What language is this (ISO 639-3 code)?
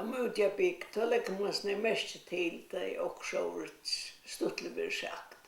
fao